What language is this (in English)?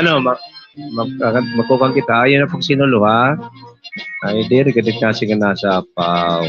Waray